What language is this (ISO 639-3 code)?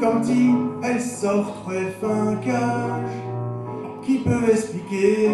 pcd